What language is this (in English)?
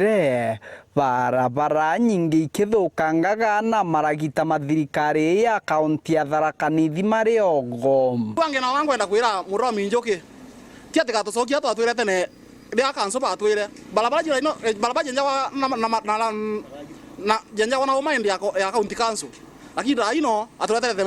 Meru